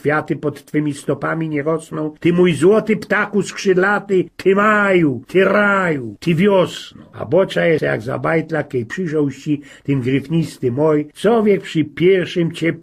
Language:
Silesian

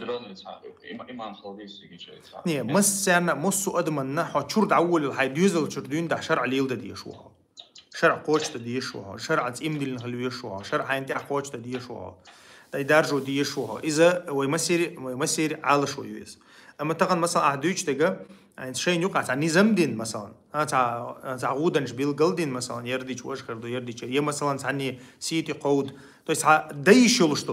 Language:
Chechen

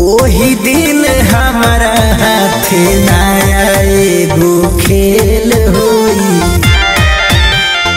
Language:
Bhojpuri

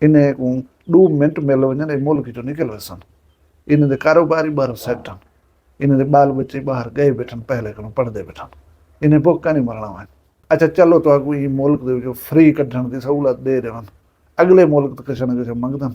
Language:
Saraiki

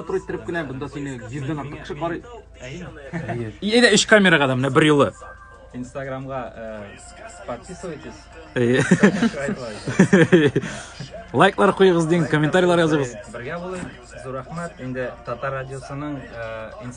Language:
Tatar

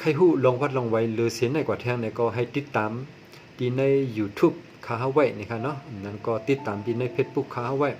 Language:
Shan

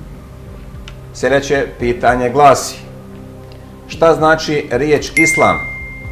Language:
Bosnian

